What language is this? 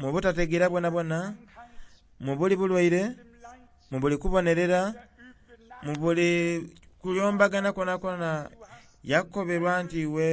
Soga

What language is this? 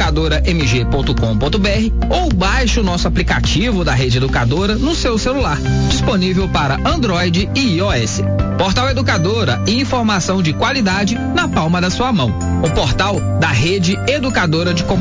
Portuguese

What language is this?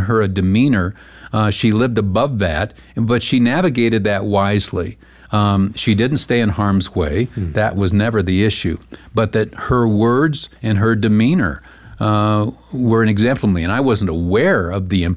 English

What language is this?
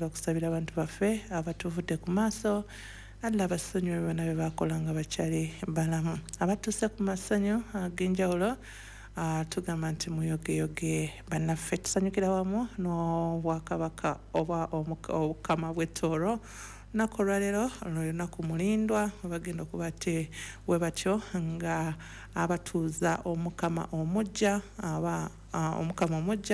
Ganda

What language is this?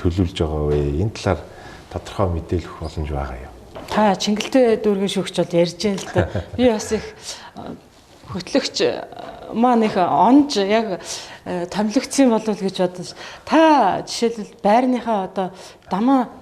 Mongolian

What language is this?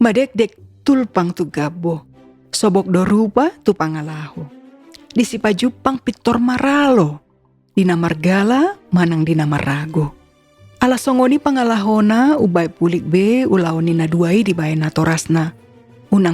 Batak Toba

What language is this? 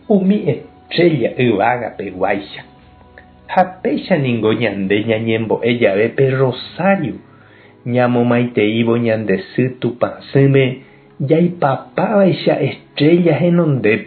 Guarani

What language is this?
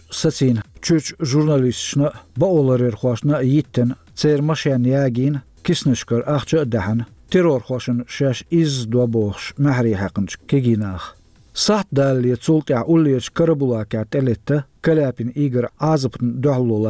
Chechen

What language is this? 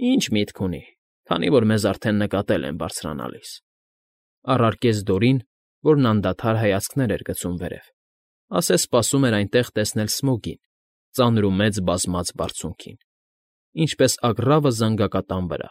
Armenian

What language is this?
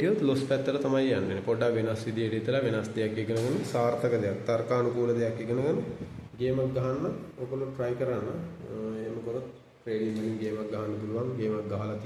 Sinhala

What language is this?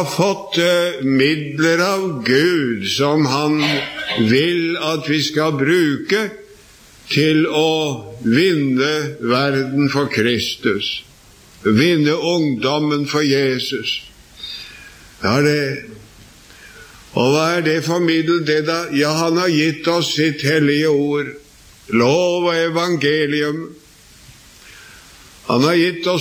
Norwegian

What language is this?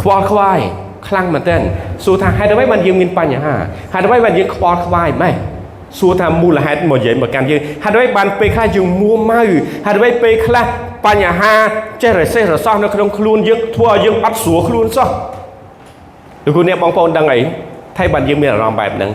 Khmer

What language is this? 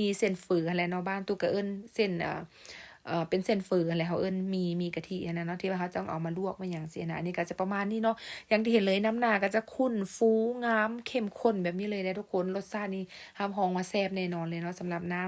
Lao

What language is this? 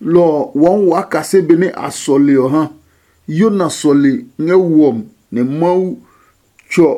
Adangme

